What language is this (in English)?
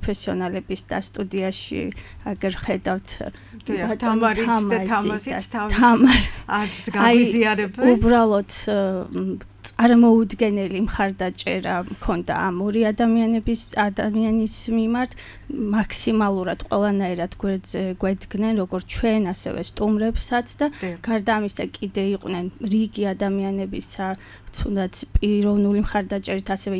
Georgian